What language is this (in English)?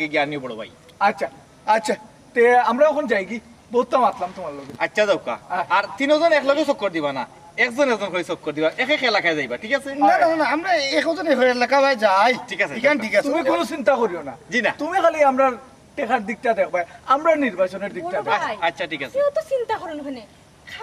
Sylheti